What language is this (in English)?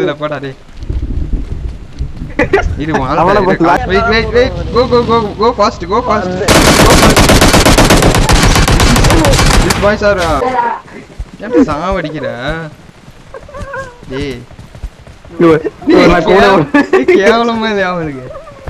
Tamil